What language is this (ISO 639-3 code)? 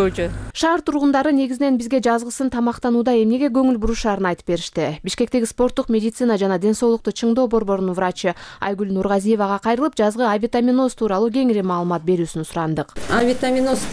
kir